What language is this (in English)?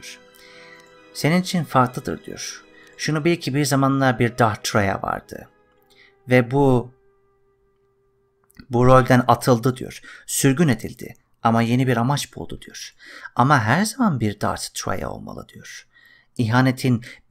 Turkish